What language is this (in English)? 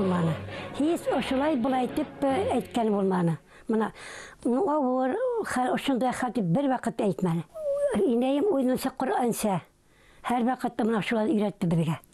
Bashkir